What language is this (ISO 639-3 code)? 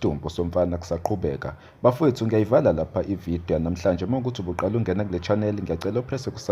zul